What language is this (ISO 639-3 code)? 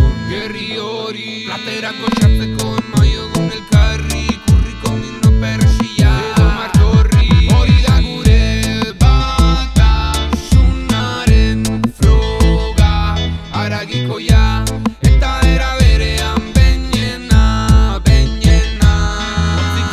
eus